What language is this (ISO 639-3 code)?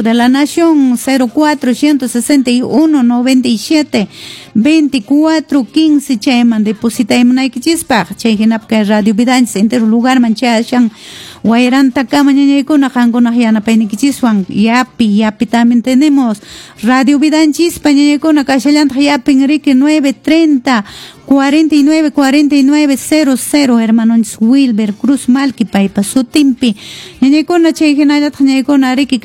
que